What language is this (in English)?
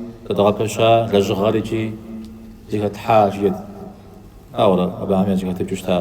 Kabardian